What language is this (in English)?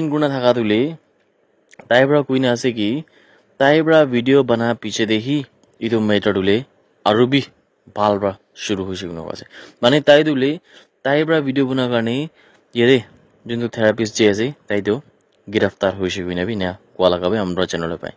Naga Pidgin